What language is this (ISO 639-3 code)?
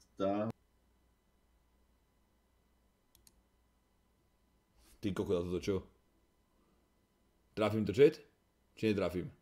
slk